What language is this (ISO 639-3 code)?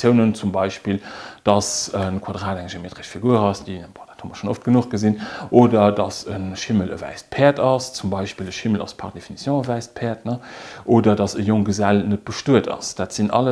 ltz